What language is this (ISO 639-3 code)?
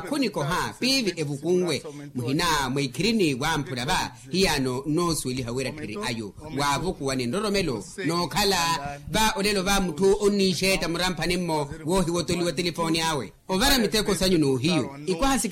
vmw